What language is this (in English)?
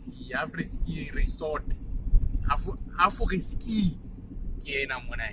Southern Sotho